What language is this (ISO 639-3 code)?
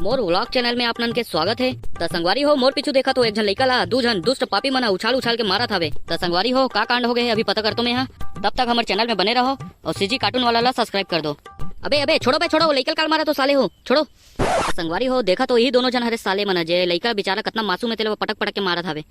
hne